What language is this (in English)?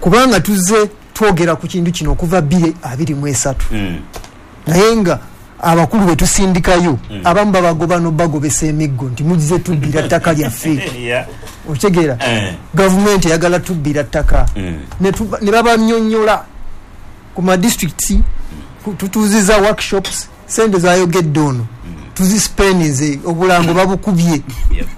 Ganda